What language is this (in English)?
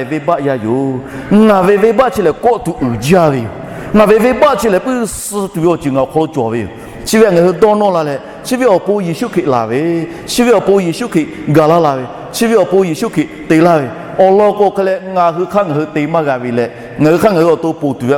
Lahu